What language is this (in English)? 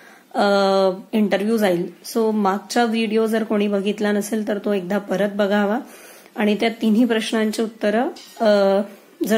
Marathi